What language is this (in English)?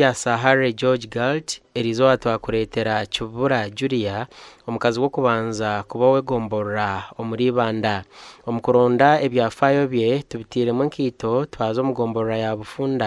Nyankole